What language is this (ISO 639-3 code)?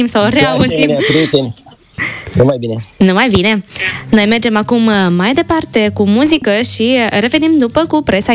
ron